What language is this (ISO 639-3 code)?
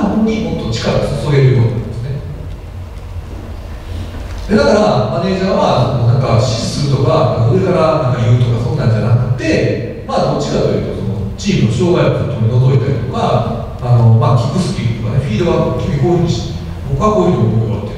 jpn